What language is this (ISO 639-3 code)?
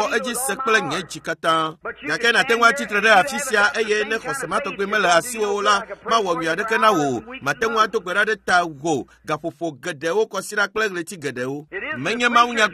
ewe